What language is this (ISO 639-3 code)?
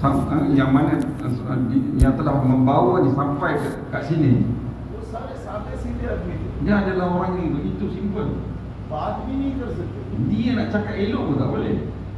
msa